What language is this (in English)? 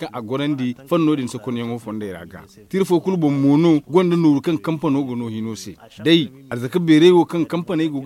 Zarma